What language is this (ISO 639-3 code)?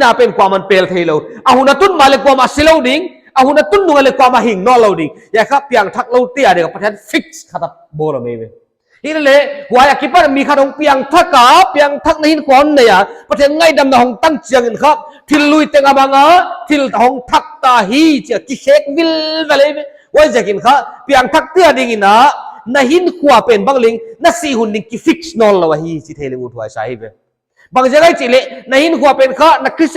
pck